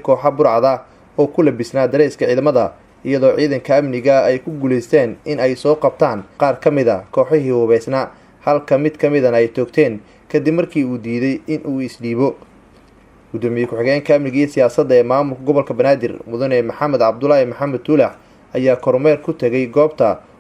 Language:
Somali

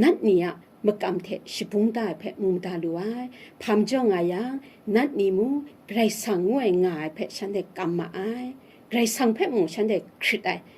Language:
Kachin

